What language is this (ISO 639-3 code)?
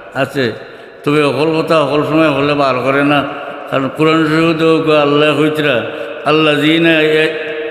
syl